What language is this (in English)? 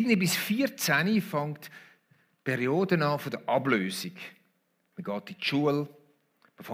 Swiss German